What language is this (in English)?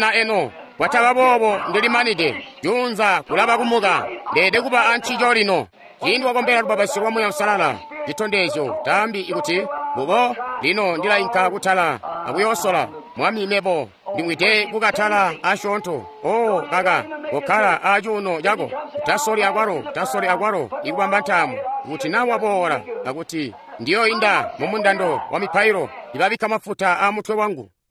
Tonga (Zambia)